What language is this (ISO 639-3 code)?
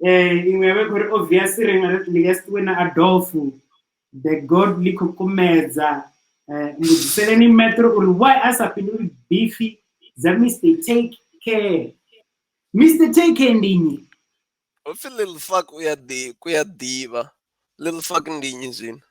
ven